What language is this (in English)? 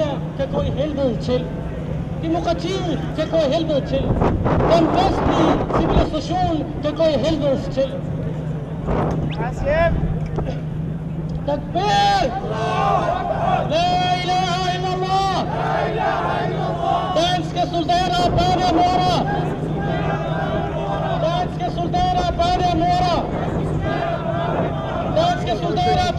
Danish